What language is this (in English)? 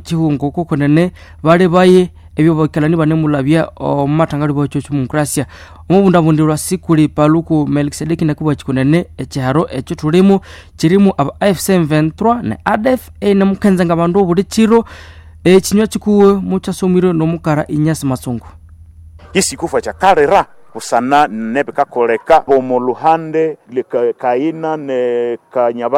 Nande